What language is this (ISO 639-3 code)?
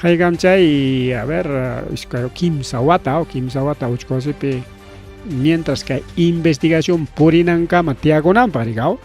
quy